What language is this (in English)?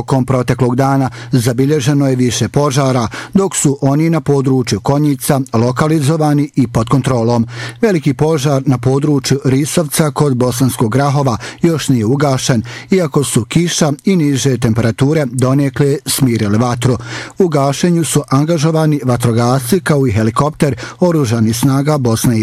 Bosnian